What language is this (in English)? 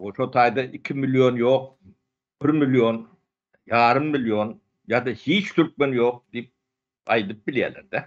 Turkmen